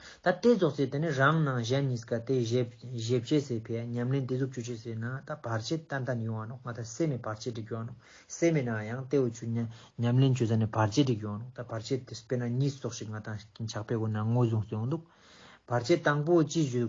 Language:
Ladakhi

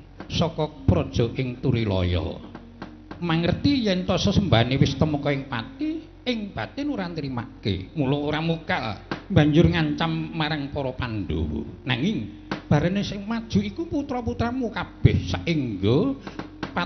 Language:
Javanese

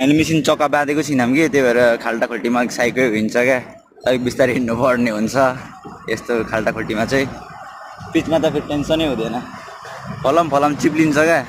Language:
Nepali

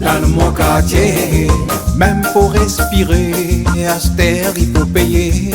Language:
Réunion Creole French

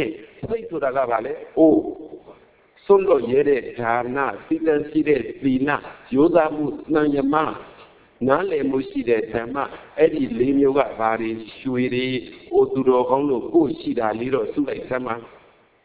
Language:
Burmese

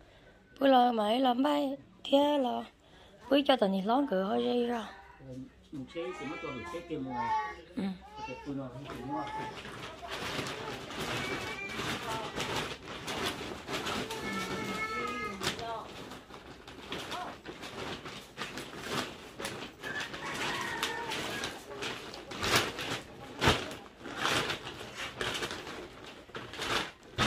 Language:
Vietnamese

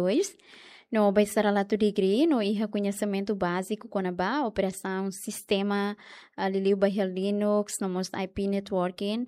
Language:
Tetum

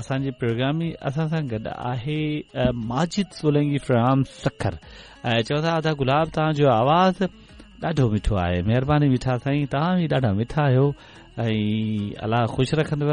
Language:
Sindhi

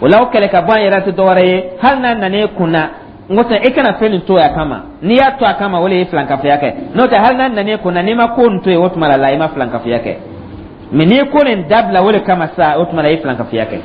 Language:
Dyula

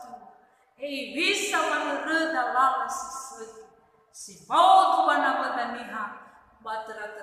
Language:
Nias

